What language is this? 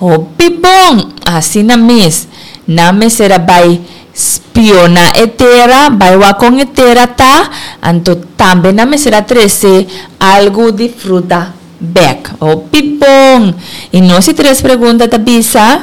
Papiamento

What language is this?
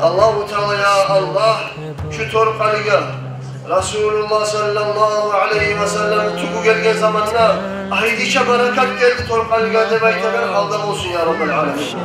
Kumyk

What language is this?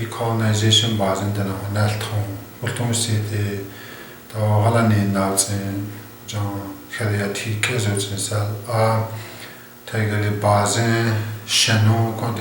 Chipewyan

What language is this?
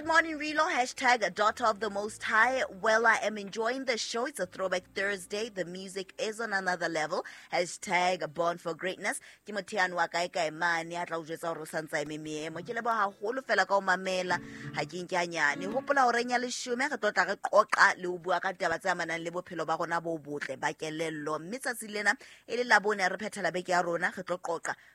Southern Sotho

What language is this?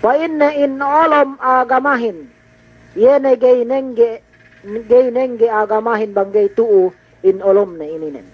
Yakan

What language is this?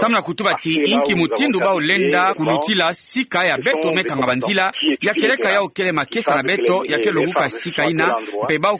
Kituba (Democratic Republic of Congo)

